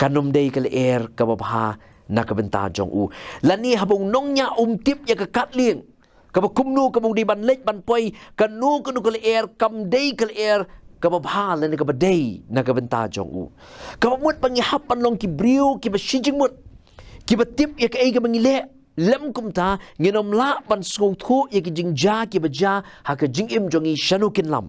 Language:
Khasi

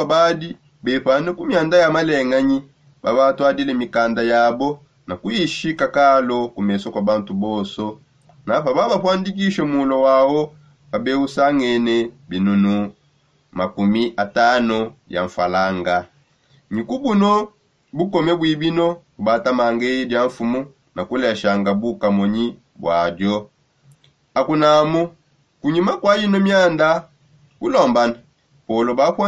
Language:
Songe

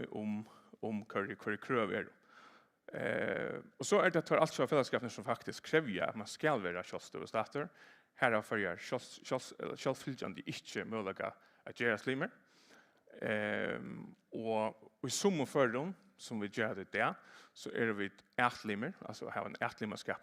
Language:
Faroese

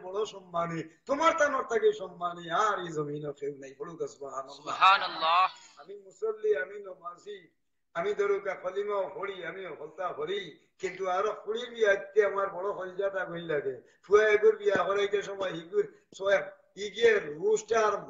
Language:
Sylheti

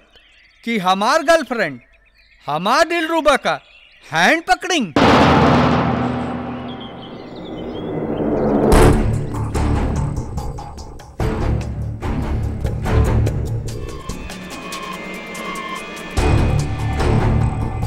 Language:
Bhojpuri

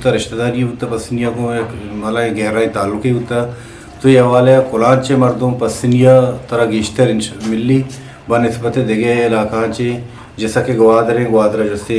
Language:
Eastern Balochi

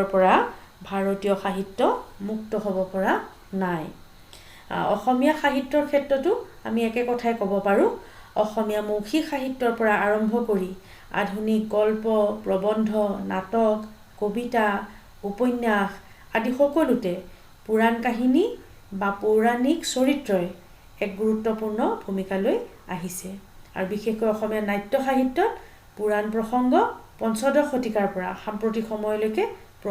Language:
Assamese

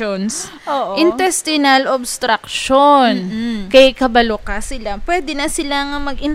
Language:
Hiligaynon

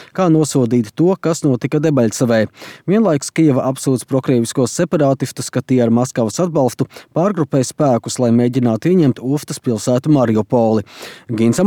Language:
Latvian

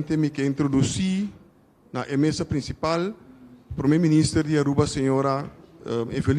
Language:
Papiamento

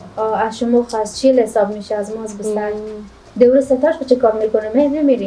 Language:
Persian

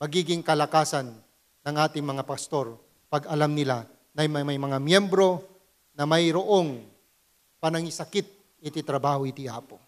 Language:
Iloko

